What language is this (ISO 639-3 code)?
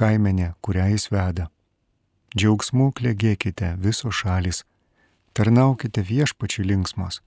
lit